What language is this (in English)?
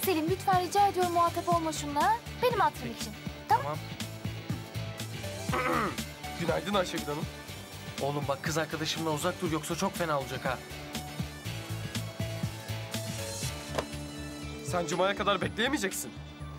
Turkish